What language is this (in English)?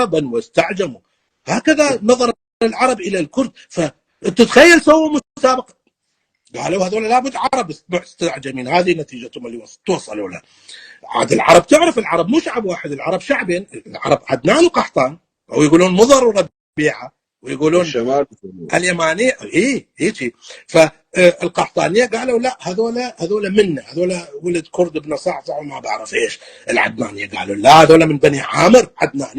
North Levantine Arabic